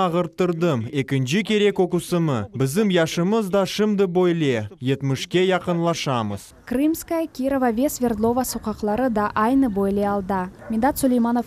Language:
Crimean Tatar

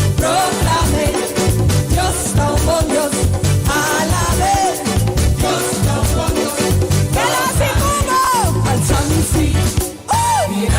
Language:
Papiamento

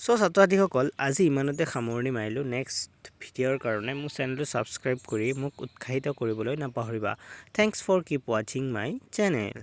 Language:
Assamese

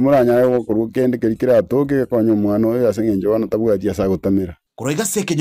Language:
Gusii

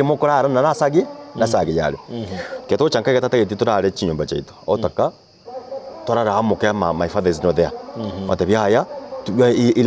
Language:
Gusii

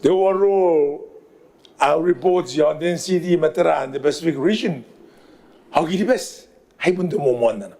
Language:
Gilbertese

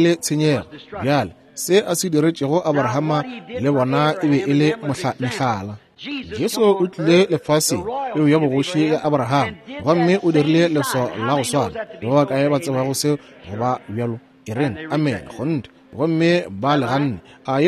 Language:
Northern Sotho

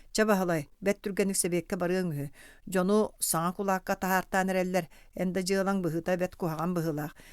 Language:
Yakut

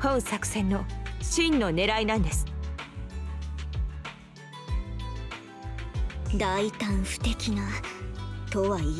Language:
Japanese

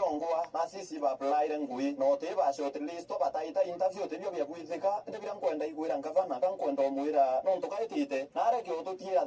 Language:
Meru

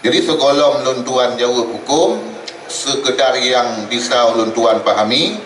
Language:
Achinese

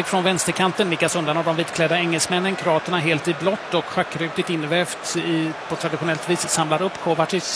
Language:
Swedish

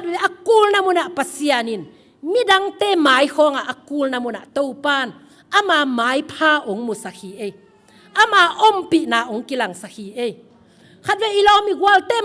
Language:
Tedim Chin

